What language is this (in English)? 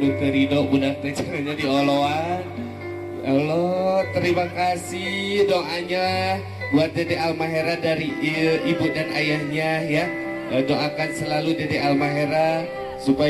Sundanese